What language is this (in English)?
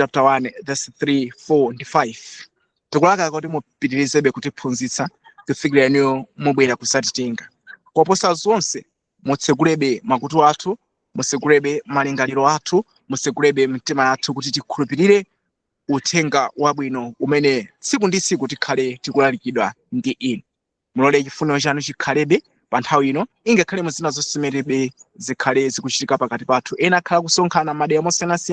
Nyanja